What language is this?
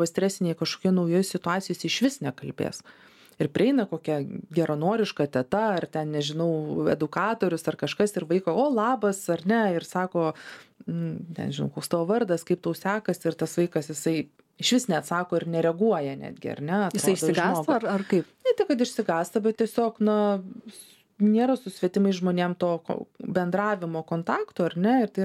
Lithuanian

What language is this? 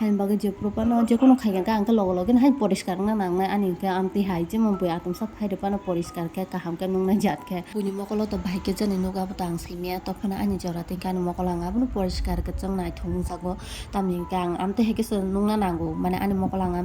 Kok Borok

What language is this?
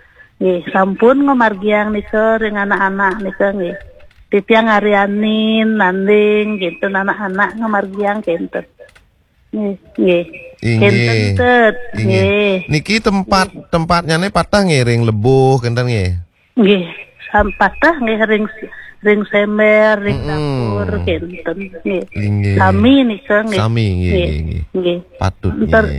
Balinese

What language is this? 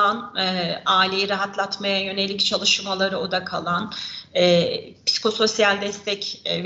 Turkish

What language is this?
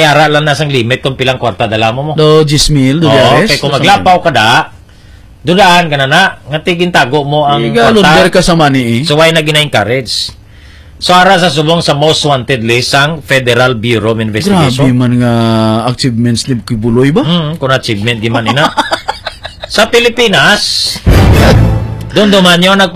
Hiligaynon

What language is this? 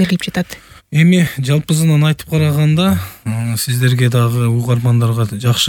Kyrgyz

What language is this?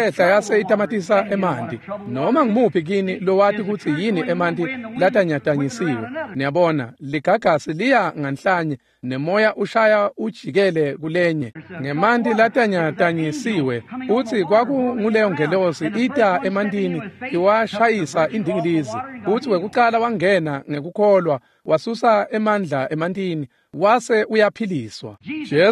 Swati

